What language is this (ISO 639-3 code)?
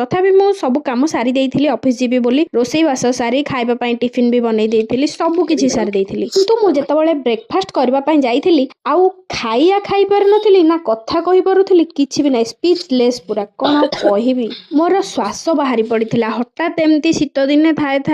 ori